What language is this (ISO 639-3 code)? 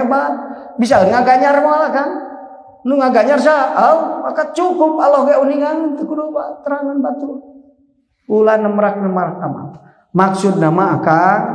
sun